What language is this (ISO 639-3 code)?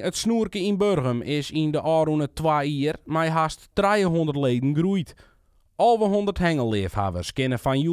fry